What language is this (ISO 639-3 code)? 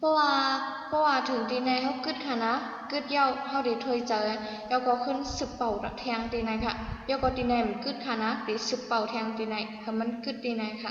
shn